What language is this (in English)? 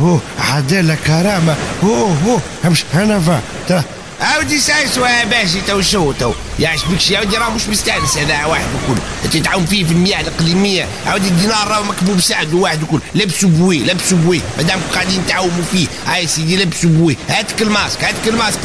Tunisian Arabic